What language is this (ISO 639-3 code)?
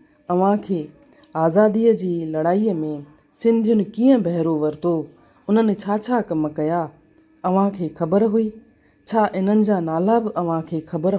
snd